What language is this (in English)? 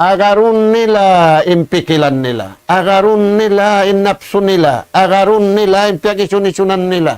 Tausug